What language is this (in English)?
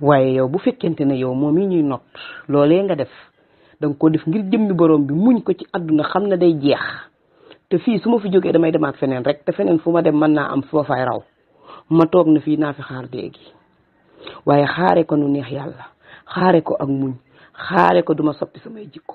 Wolof